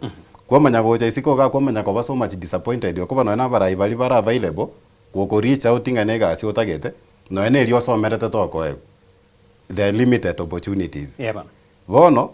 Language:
Gusii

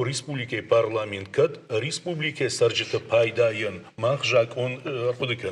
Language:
Ossetic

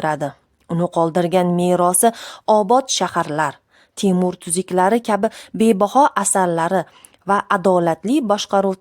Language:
Uzbek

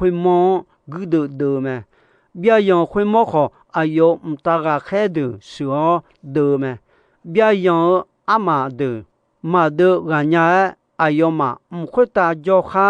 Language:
Akha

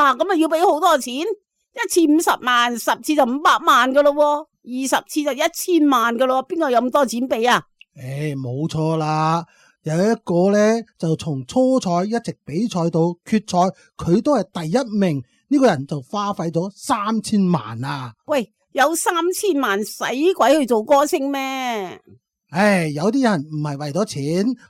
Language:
Cantonese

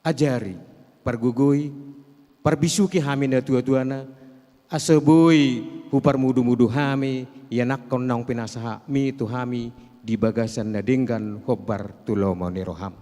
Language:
Batak Toba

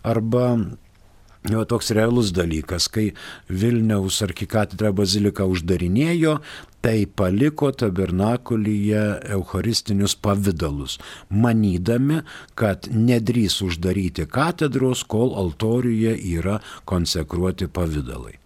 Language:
Lithuanian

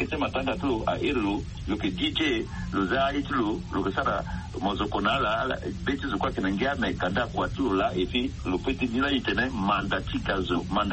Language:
Sango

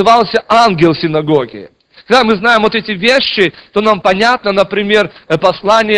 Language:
Russian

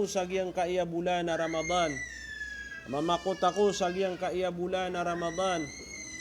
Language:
Maranao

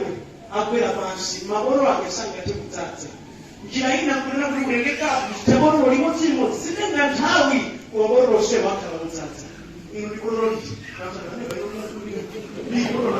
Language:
Nyanja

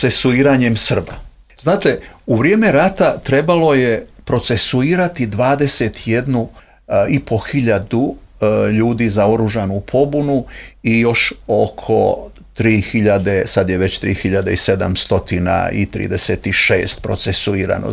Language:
Croatian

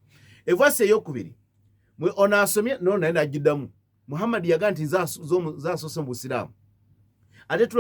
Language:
Ganda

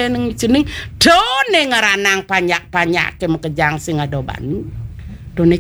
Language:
Balinese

